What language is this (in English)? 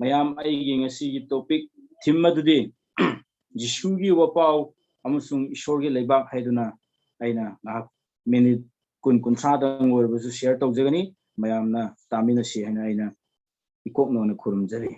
Manipuri